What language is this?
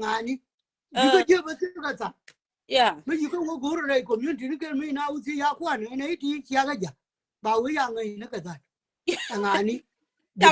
Nuer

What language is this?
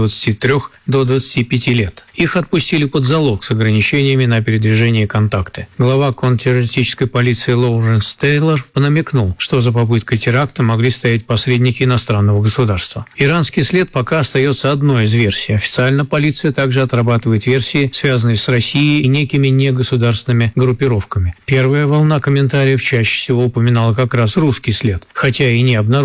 Russian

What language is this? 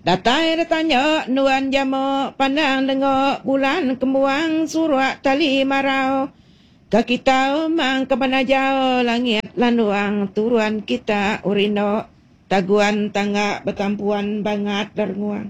Iban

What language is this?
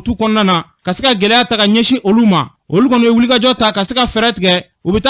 Bambara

